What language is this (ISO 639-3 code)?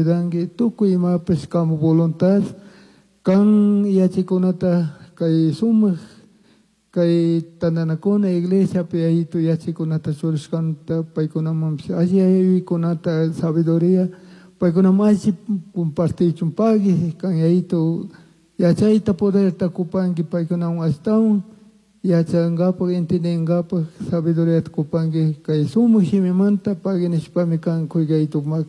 qug